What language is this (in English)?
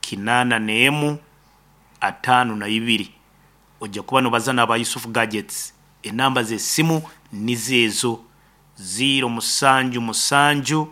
Nyankole